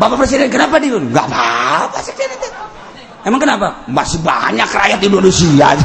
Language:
Sundanese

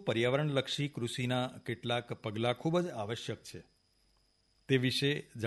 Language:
Gujarati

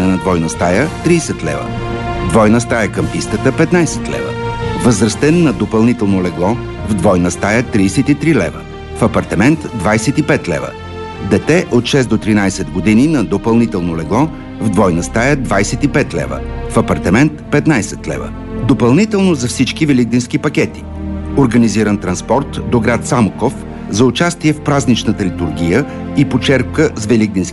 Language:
Bulgarian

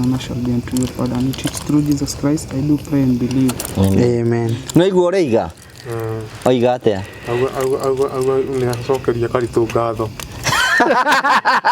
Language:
Kikuyu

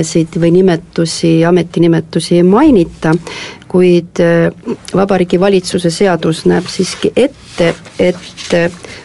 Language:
Estonian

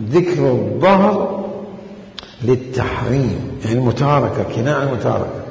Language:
Mesopotamian Arabic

